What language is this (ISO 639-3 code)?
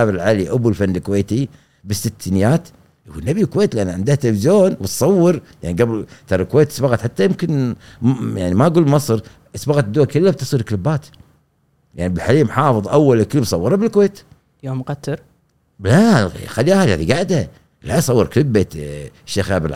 afb